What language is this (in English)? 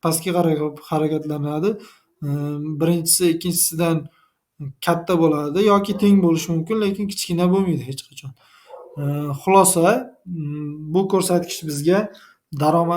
Uzbek